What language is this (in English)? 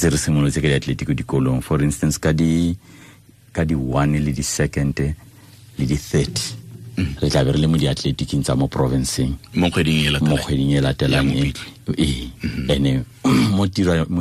Tswana